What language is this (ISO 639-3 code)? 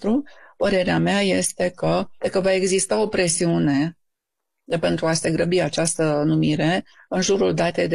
ron